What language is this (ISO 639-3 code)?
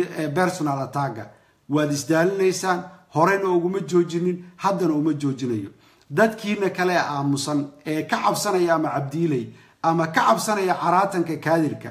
som